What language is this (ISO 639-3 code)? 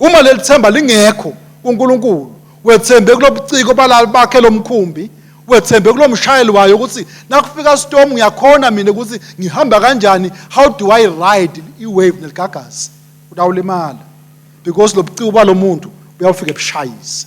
ssw